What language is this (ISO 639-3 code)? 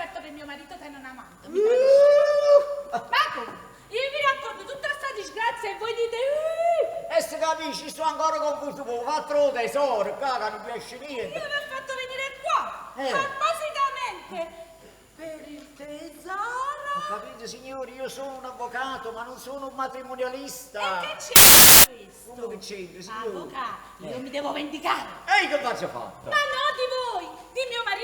nap